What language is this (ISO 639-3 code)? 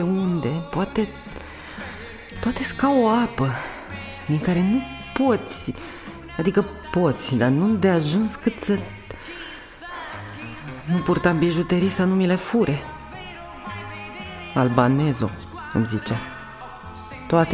ron